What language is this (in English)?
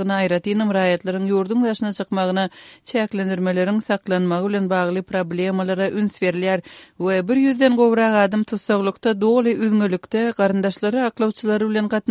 Turkmen